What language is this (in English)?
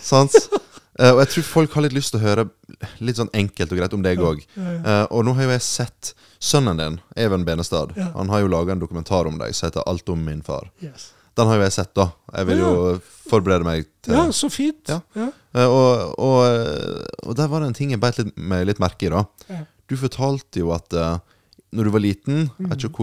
Norwegian